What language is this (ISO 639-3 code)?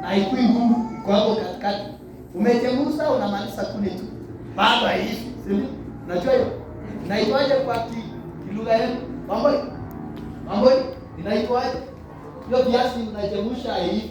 swa